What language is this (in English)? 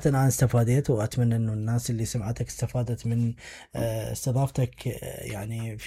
Mesopotamian Arabic